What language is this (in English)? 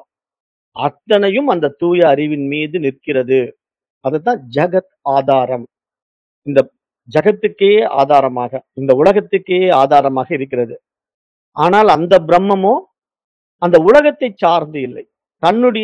Tamil